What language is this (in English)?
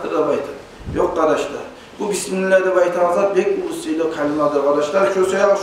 Kumyk